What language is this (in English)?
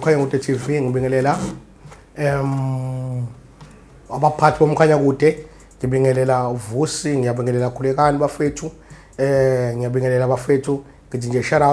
Zulu